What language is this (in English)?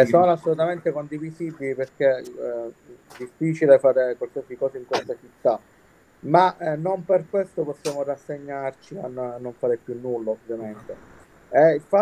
Italian